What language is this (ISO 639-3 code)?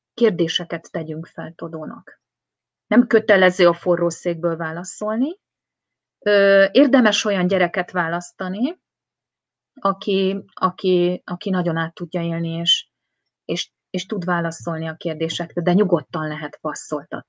hun